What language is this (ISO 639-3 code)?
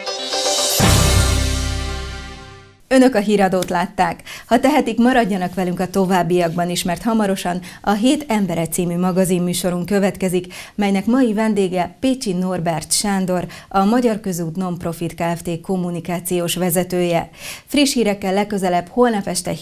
hun